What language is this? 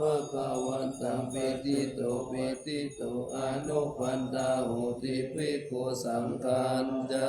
Pali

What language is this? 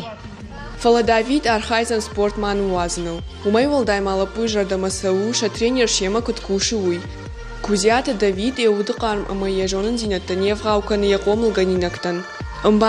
Ossetic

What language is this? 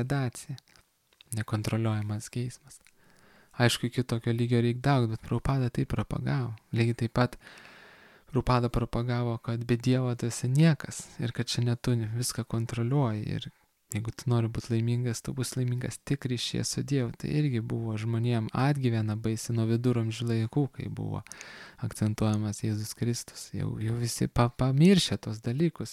Lithuanian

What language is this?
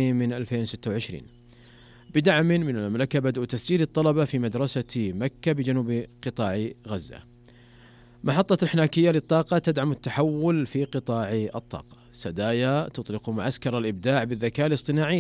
Arabic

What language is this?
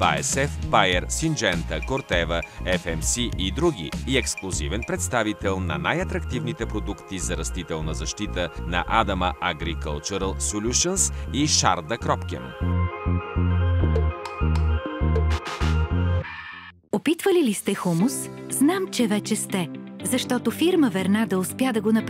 Bulgarian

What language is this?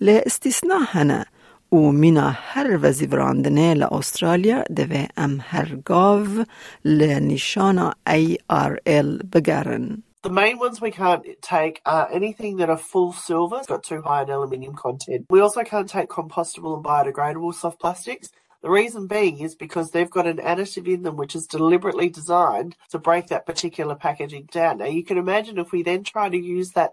Kurdish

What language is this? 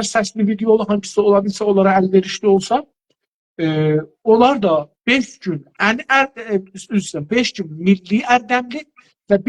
South Azerbaijani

